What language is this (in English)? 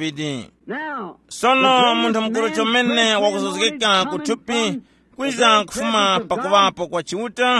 Tumbuka